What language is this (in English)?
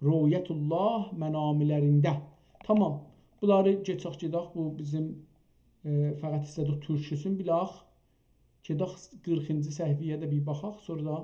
South Azerbaijani